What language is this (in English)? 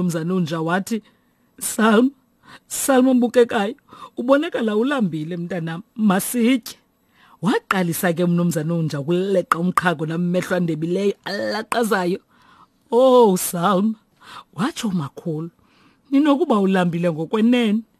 Xhosa